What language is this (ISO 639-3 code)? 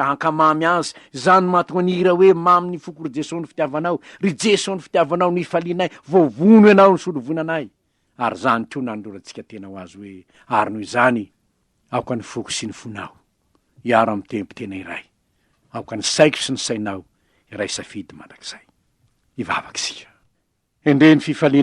mlg